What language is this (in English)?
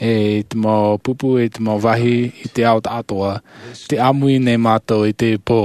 Tahitian